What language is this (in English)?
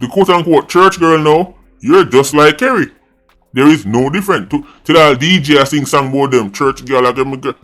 Jamaican Creole English